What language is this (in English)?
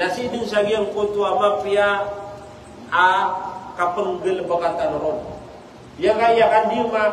Maranao